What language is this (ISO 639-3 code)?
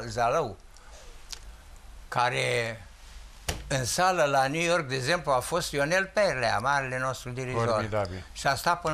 ron